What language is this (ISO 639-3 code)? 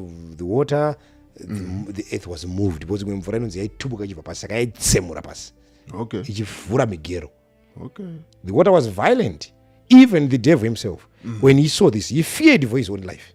sna